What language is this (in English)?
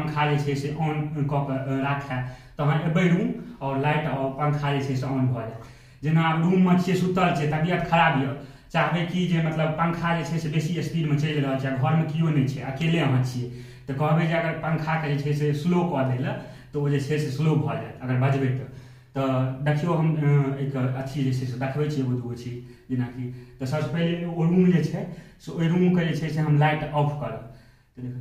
Maithili